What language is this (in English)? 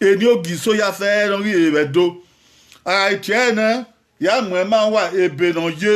Bini